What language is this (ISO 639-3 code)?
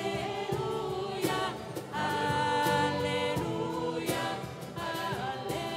ita